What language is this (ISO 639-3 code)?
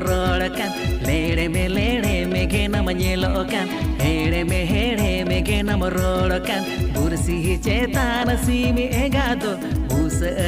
sat